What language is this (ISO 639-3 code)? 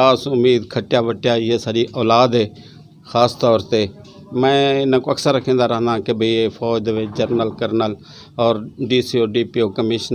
skr